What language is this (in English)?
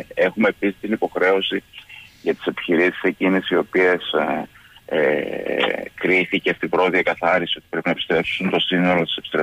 Greek